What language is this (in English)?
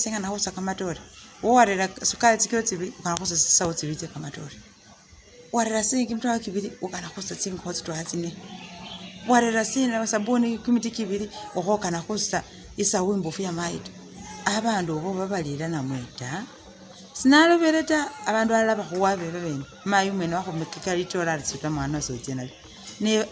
Masaaba